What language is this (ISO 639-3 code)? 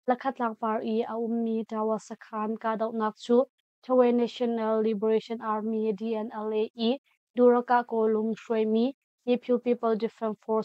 cnh